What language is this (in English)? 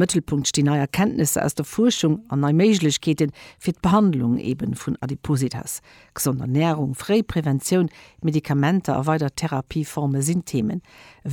Luxembourgish